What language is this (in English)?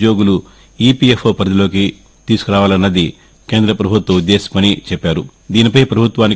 Telugu